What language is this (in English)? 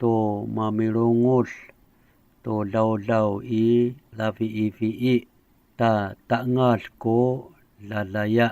Amis